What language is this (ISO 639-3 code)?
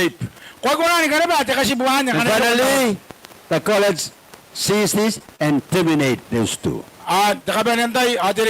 gil